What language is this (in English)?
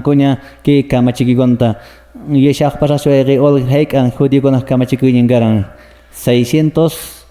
Quechua